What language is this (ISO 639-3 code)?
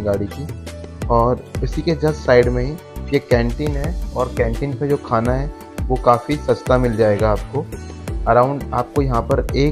hin